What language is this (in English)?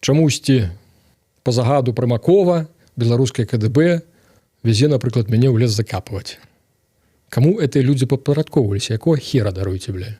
Belarusian